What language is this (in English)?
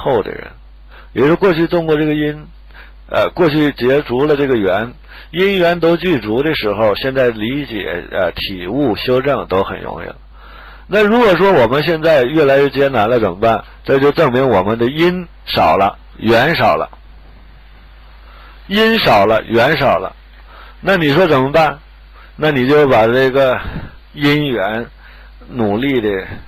Chinese